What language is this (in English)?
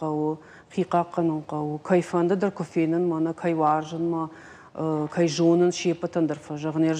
Ossetic